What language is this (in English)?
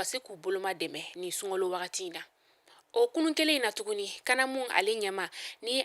Bambara